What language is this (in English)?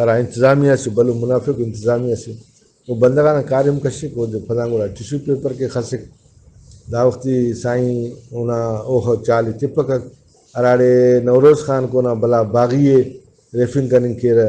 Brahui